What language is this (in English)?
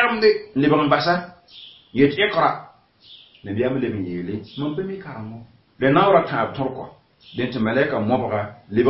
Mossi